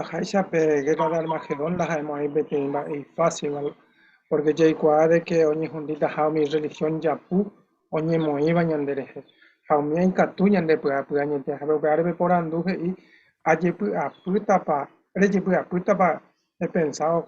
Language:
Guarani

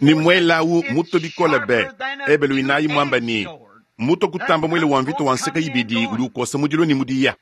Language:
Luba-Lulua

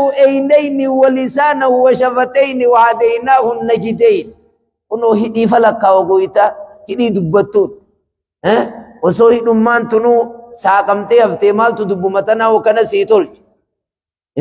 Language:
Oromo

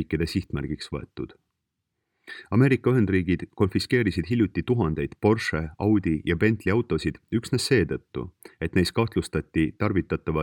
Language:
Estonian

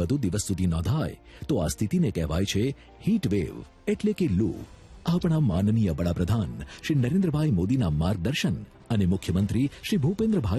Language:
Gujarati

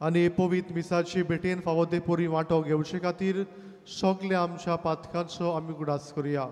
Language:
Konkani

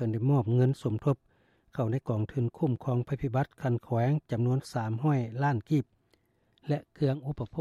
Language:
Lao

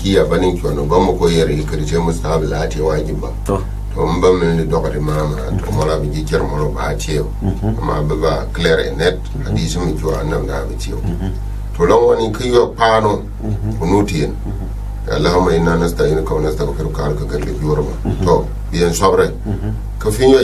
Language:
Gourmanchéma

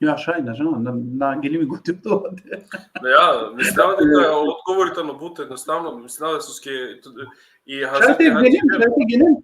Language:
Balkan Romani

